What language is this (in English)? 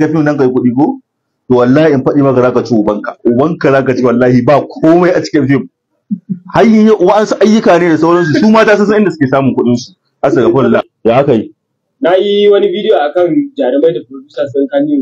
Hausa